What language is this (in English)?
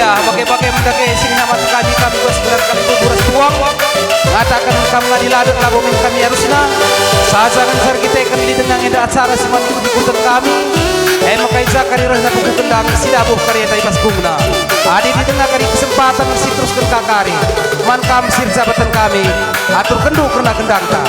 Batak Karo